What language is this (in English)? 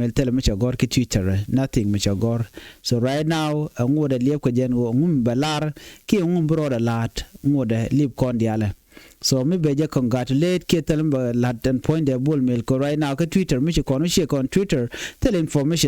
Nuer